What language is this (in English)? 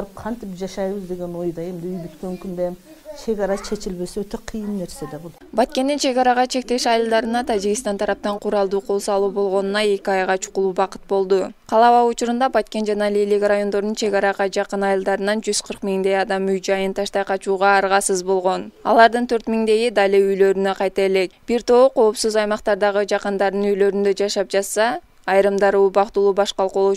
Kyrgyz